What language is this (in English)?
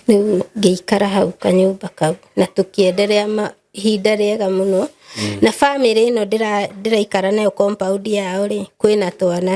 Kikuyu